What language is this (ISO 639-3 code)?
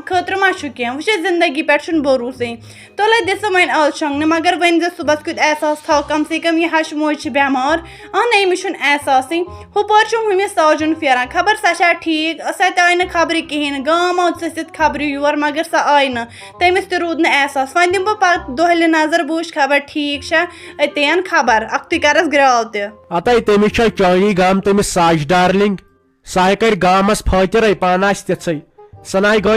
kas